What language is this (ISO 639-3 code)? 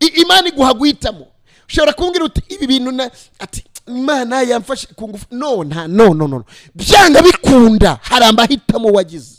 kin